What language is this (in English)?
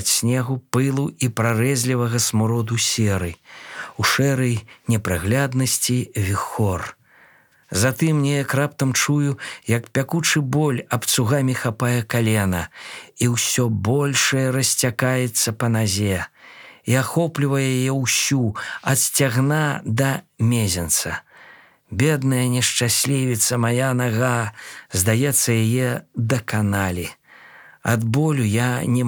Belarusian